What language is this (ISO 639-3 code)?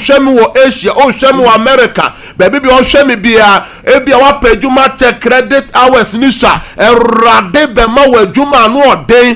aka